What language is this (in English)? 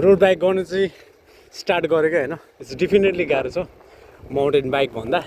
Nepali